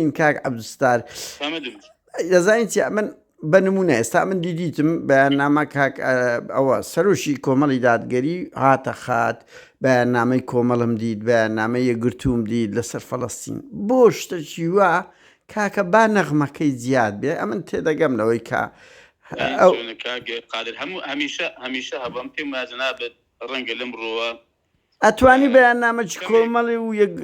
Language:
Central Kurdish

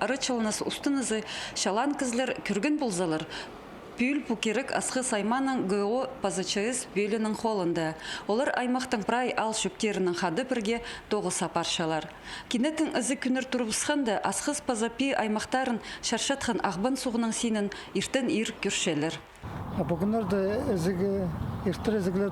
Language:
Khakas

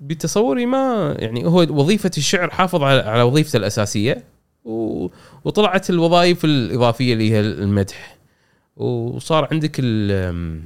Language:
Gulf Arabic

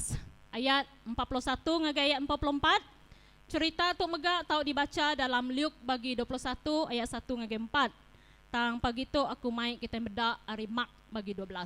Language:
Iban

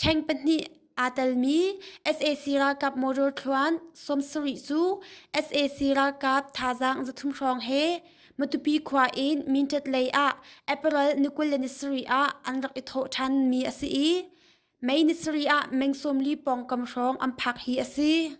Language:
Hakha Chin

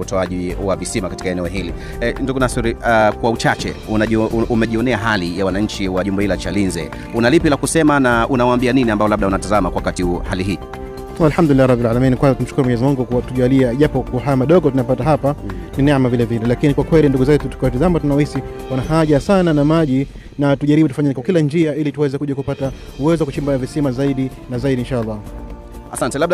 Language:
Swahili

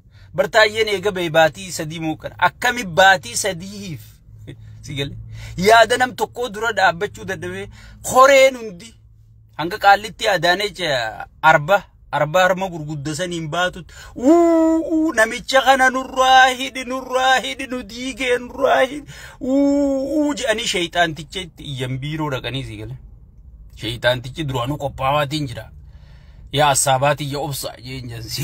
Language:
Oromo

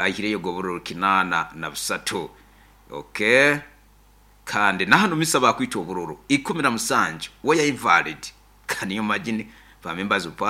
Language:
Nyoro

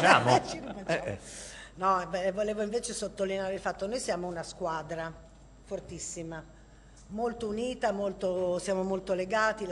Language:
Italian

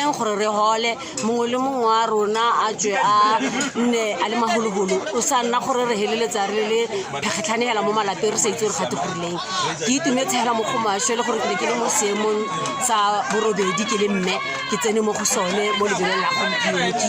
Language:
Tswana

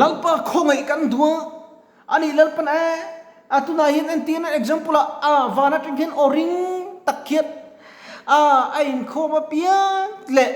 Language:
Mizo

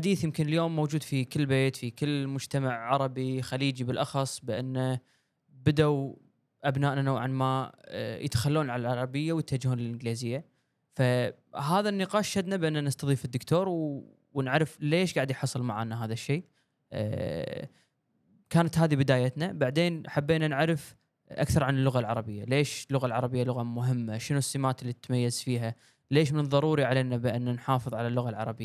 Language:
Gulf Arabic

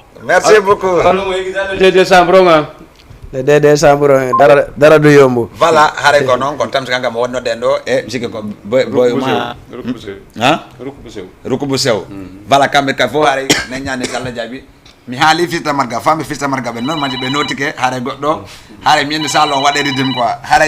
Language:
Fula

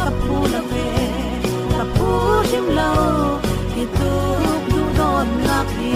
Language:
Falam Chin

